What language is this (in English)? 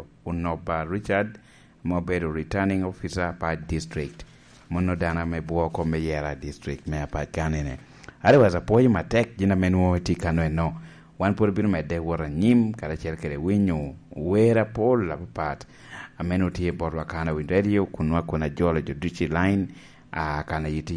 Lango (Uganda)